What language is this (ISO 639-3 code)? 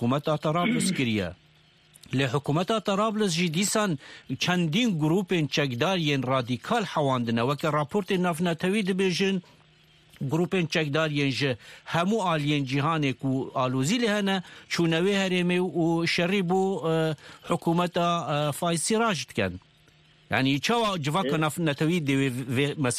kur